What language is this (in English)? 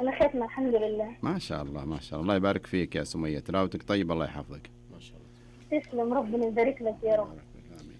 Najdi Arabic